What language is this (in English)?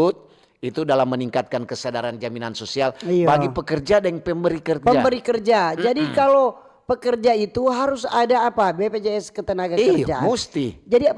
Manado Malay